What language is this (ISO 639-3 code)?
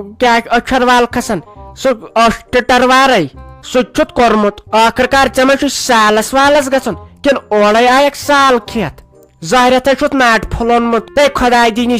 kas